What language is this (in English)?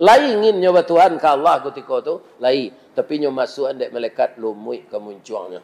Minangkabau